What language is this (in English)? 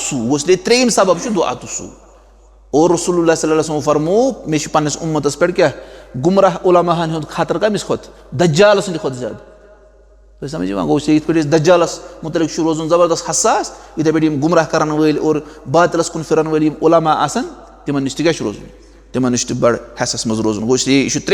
Kashmiri